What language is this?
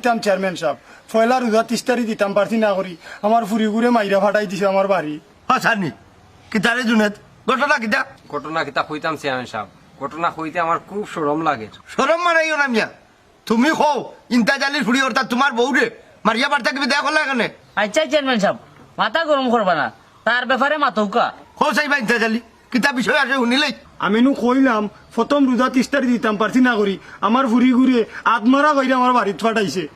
Sylheti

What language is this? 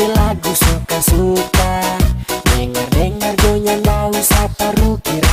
Manado Malay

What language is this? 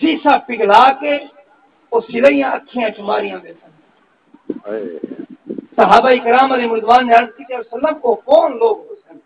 Saraiki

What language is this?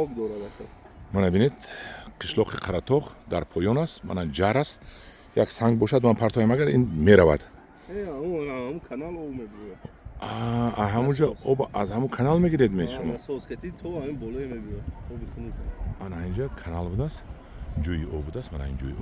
Tajik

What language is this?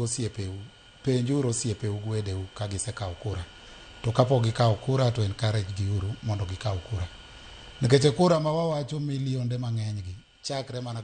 Luo (Kenya and Tanzania)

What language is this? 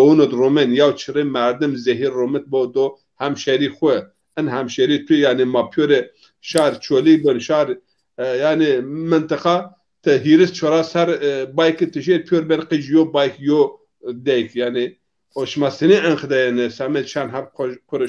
Zaza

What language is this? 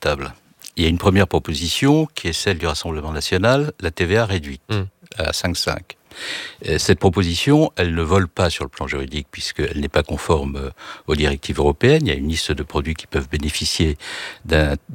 French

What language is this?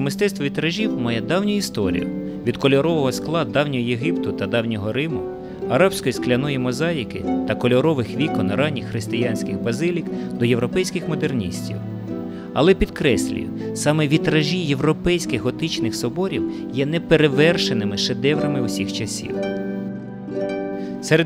Ukrainian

